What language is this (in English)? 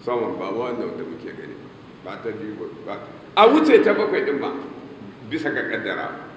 Hausa